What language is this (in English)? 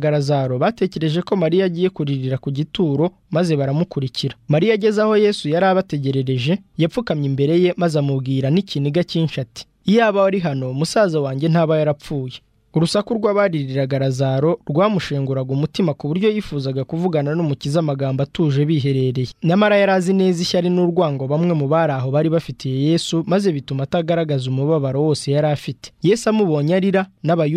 Kinyarwanda